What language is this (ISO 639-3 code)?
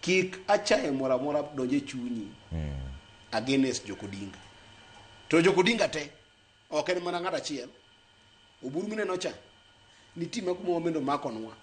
luo